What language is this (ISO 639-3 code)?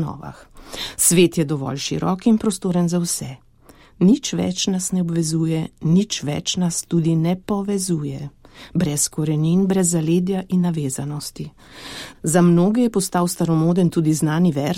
slv